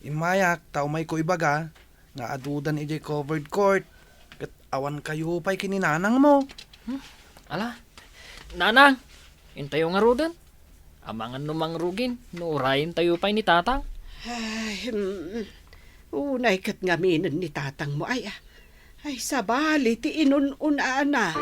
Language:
Iloko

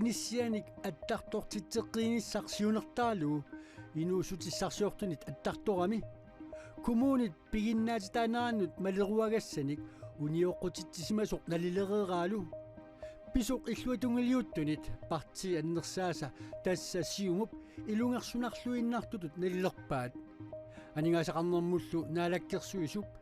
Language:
Kalaallisut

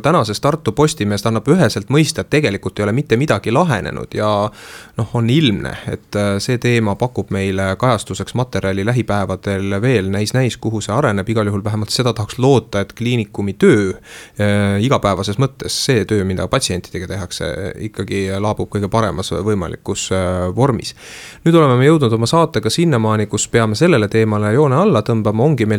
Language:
Estonian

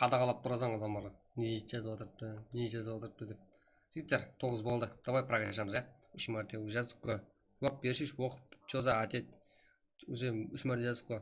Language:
Kara-Kalpak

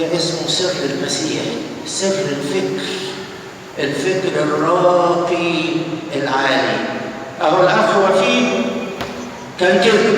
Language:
Egyptian Arabic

